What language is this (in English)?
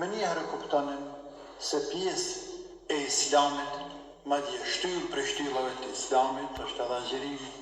Albanian